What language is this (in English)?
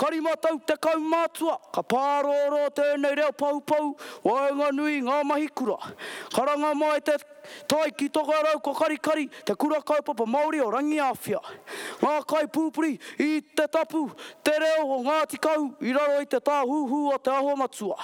Māori